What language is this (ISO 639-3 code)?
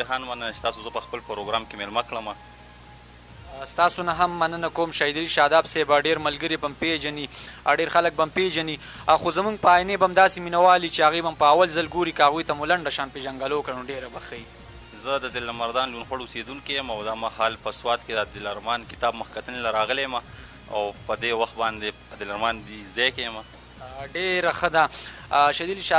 pus